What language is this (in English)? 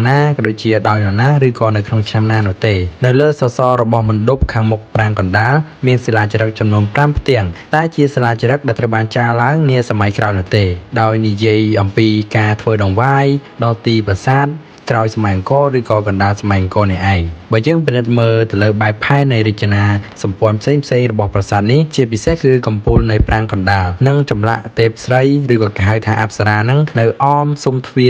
Khmer